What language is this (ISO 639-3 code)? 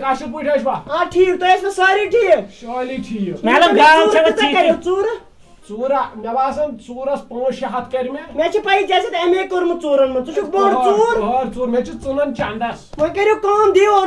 kas